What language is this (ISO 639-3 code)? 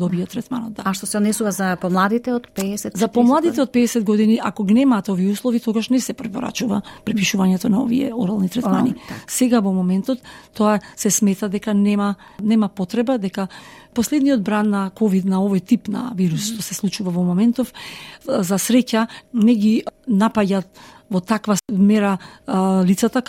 mkd